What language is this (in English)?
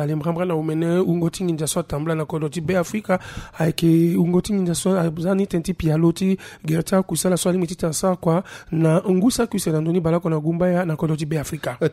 Sango